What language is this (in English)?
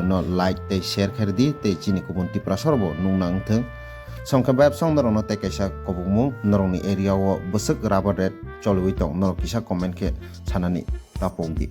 Kok Borok